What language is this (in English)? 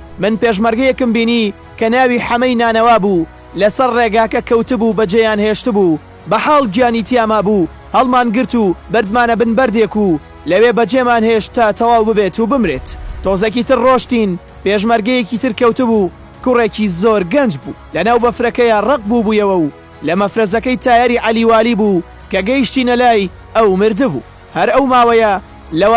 Central Kurdish